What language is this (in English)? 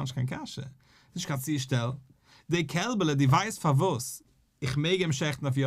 Yiddish